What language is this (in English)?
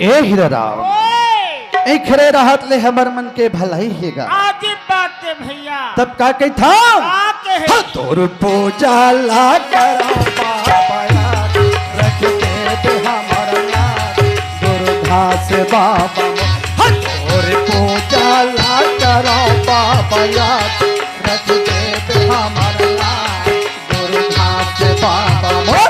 Chhattisgarhi